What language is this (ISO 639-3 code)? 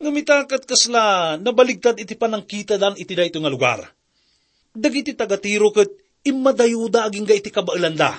ilo